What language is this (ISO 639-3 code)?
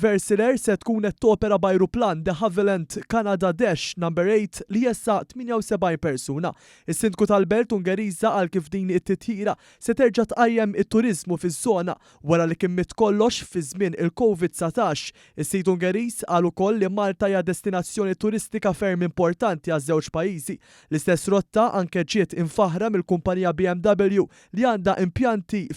mlt